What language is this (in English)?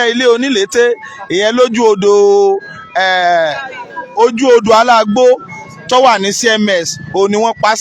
Yoruba